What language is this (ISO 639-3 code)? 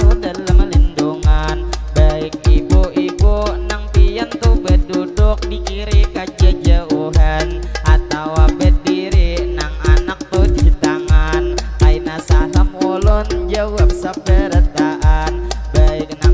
bjn